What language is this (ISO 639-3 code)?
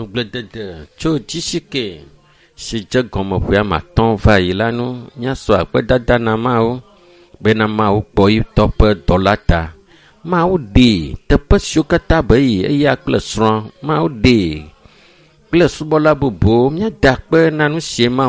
ewe